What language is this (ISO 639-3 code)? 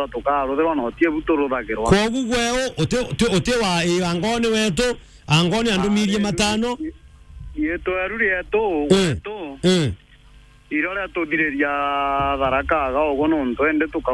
mer